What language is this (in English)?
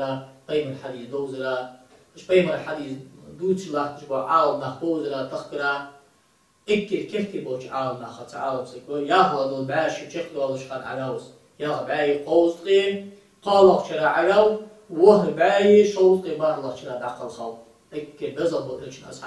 Ingush